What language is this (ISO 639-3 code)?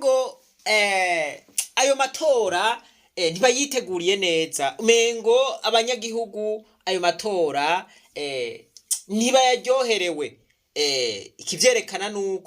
run